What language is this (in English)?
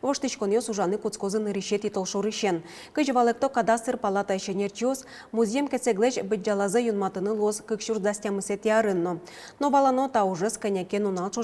Udmurt